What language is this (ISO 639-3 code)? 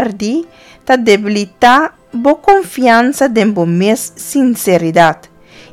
pap